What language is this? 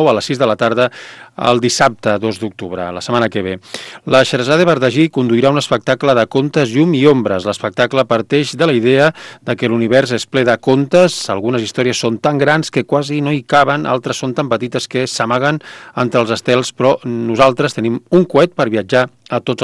Catalan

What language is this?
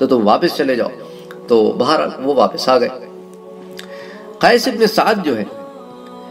Urdu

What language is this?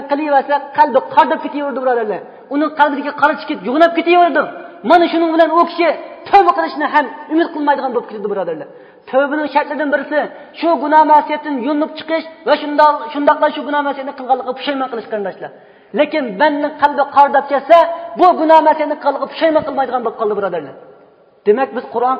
Uyghur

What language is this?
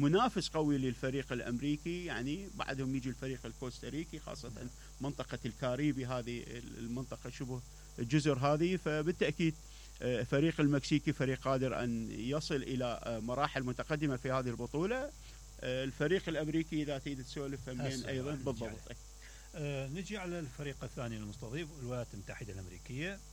Mesopotamian Arabic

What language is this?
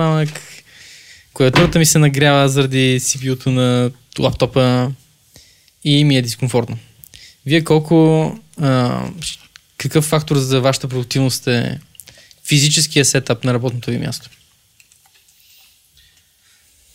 Bulgarian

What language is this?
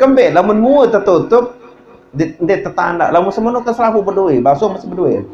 Sasak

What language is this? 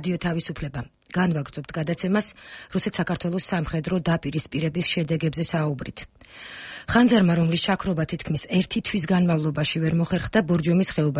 Georgian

